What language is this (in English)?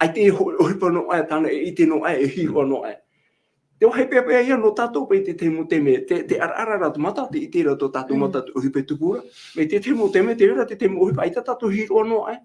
Tahitian